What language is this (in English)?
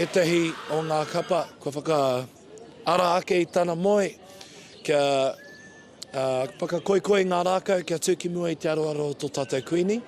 Māori